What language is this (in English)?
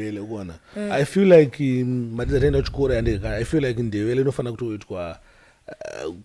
Shona